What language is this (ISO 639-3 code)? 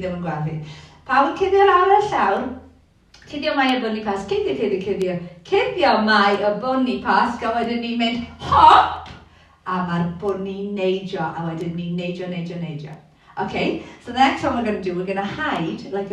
cym